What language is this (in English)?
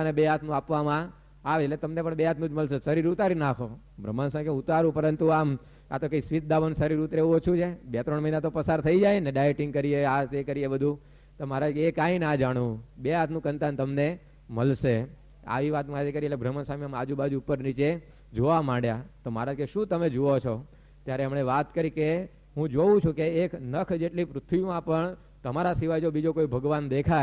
Gujarati